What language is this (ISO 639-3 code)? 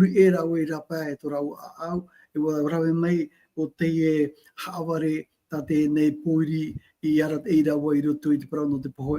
tah